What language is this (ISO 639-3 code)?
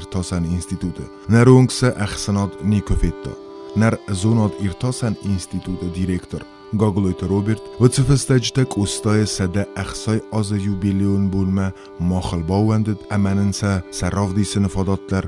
oss